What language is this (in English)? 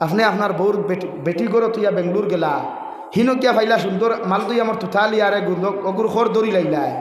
Sylheti